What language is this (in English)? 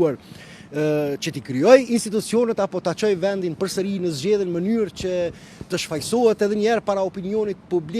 Albanian